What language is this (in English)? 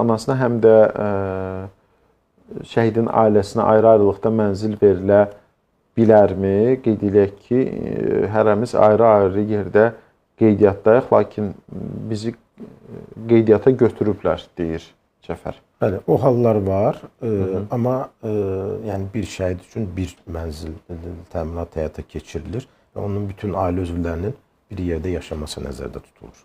Azerbaijani